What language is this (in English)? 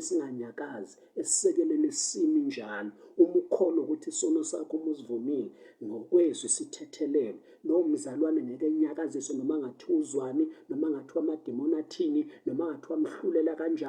Zulu